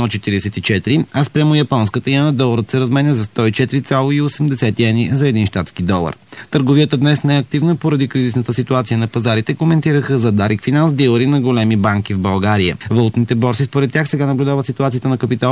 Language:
Bulgarian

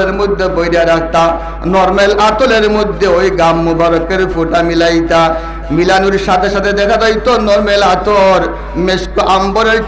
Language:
Sylheti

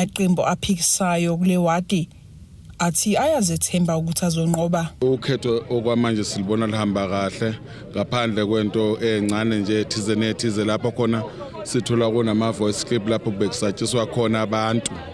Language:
Zulu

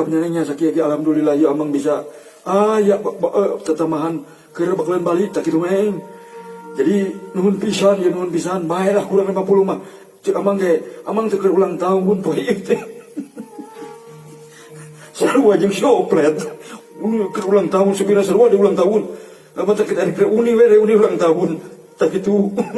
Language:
Sundanese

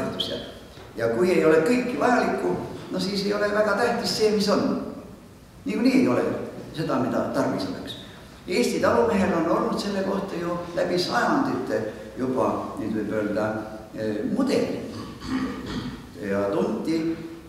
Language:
Estonian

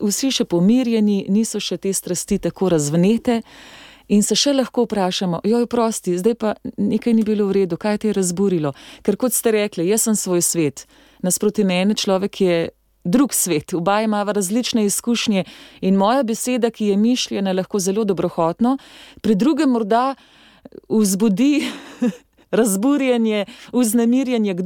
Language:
Slovenian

